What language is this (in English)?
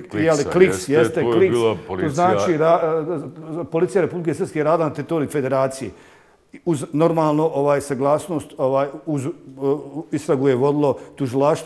Bosnian